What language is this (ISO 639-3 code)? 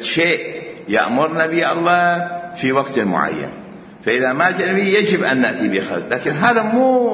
acm